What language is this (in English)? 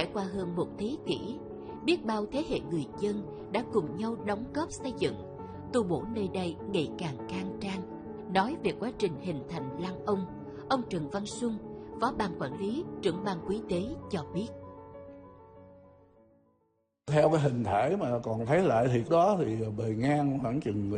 Vietnamese